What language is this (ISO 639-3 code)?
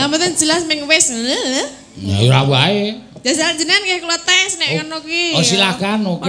jav